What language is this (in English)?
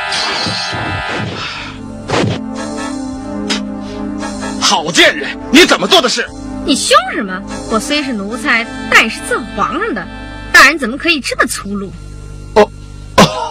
Chinese